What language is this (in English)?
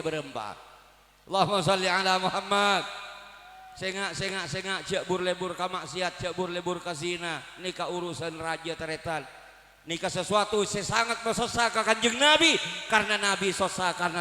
Madurese